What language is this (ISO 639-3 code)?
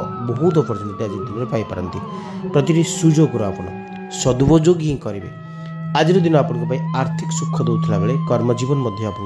ori